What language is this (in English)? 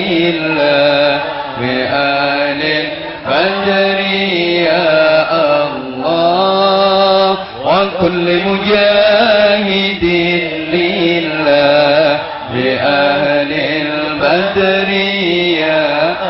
Javanese